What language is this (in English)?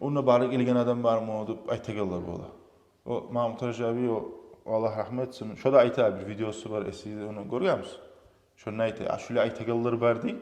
Kumyk